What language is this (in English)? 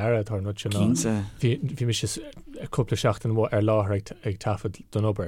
Irish